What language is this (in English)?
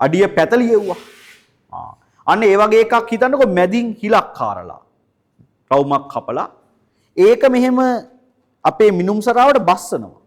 Sinhala